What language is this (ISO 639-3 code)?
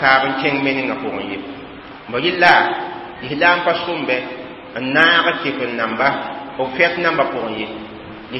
mos